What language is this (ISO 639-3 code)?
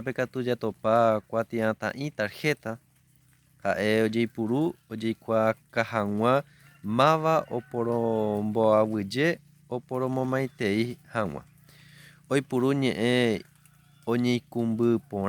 grn